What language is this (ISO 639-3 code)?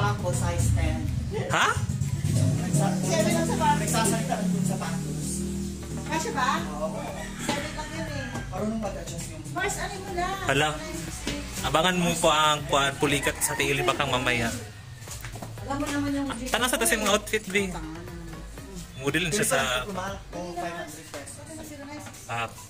fil